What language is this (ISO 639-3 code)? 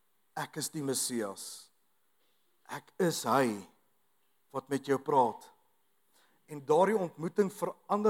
afr